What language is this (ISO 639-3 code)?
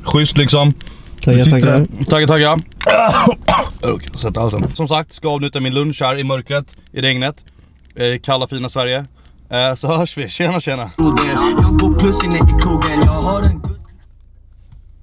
swe